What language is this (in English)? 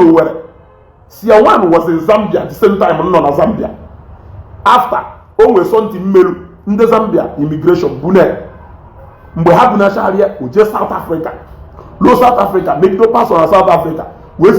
Igbo